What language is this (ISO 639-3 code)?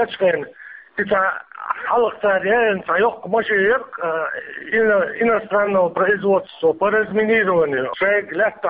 che